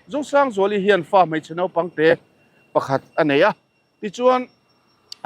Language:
Mizo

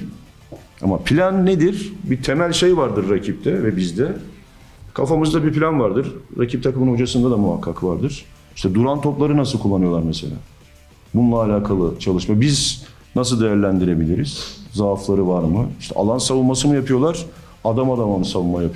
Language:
Turkish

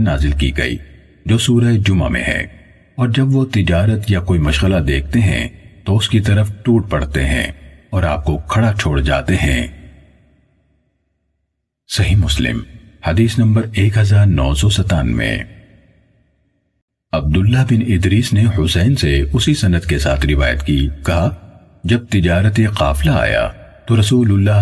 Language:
Urdu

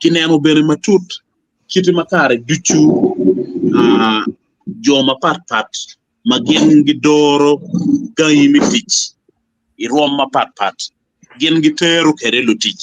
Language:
Acoli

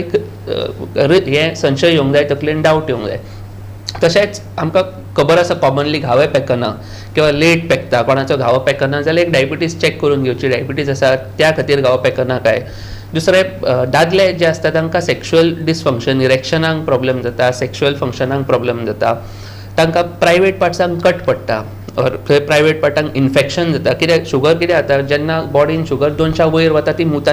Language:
Konkani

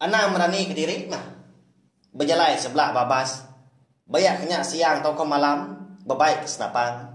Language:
Iban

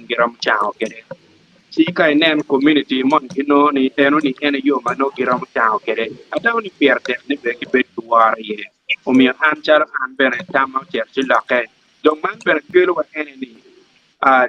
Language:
Acoli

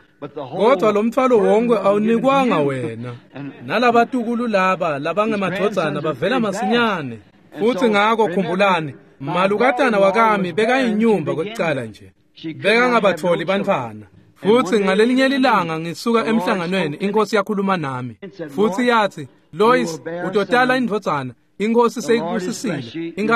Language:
Swati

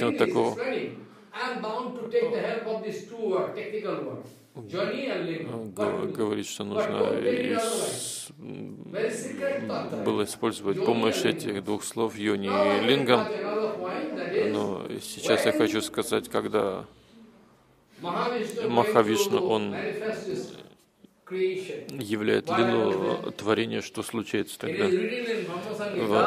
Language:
Russian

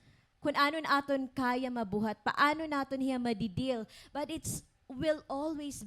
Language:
Waray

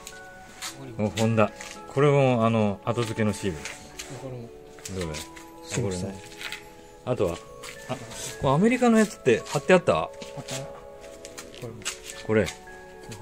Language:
Japanese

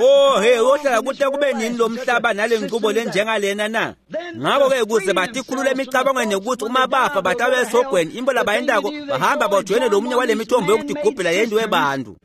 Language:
Swati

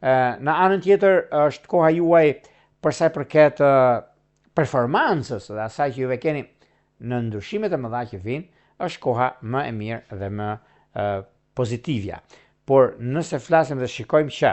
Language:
Albanian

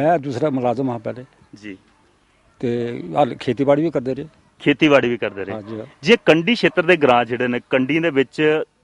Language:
Dogri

